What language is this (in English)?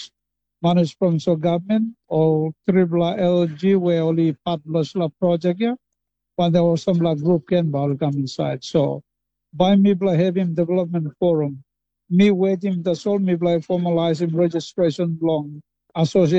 Tok Pisin